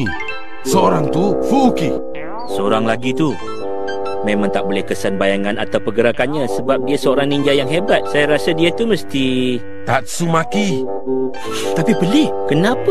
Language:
Malay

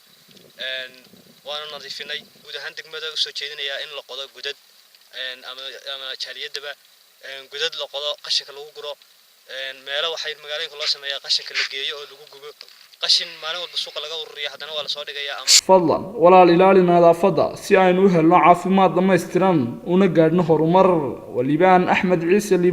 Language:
Somali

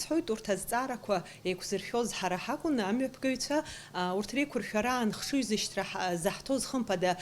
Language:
Abkhazian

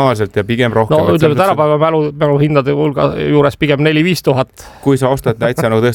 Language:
Estonian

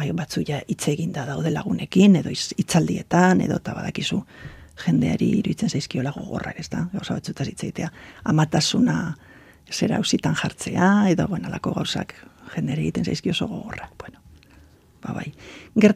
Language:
Basque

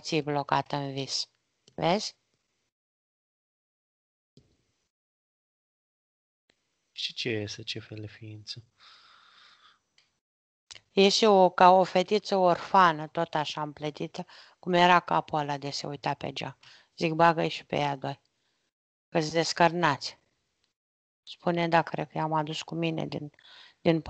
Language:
Romanian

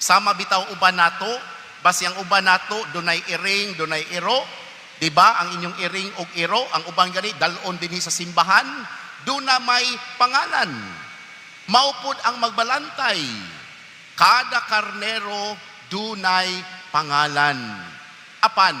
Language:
Cebuano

